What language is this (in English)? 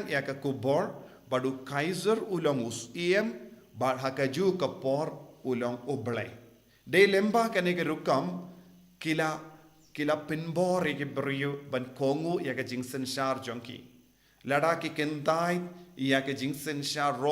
Khasi